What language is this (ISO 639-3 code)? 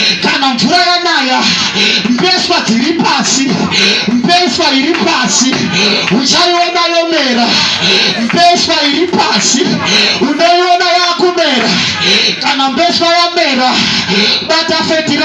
sna